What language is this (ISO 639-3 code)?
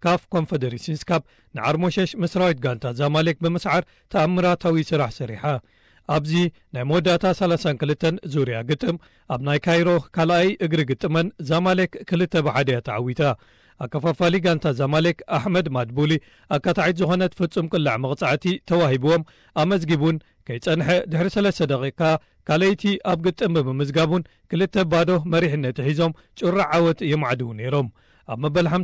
tir